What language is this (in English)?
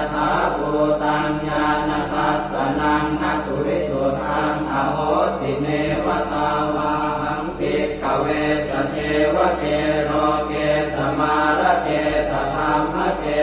Pali